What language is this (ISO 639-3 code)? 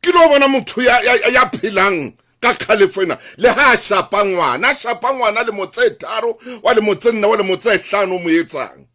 sot